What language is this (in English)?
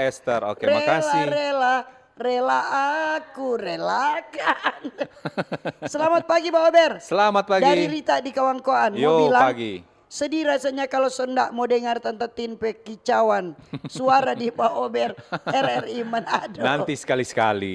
Manado Malay